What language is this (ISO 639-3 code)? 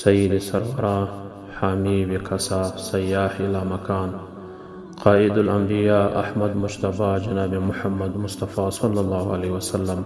pus